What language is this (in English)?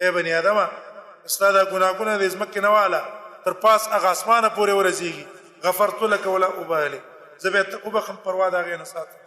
Pashto